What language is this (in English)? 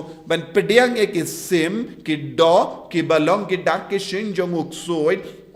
Khasi